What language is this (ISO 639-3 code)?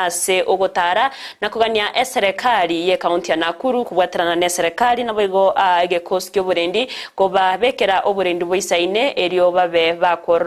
guz